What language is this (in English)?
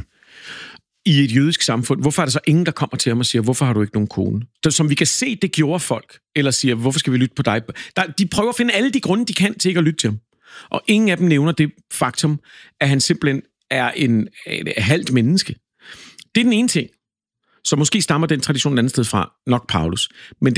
Danish